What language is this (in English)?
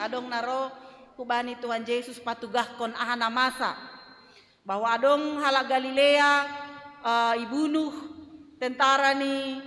Batak Simalungun